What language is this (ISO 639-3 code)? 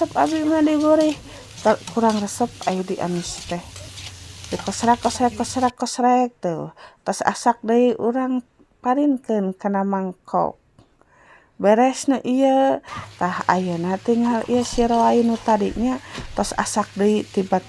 sun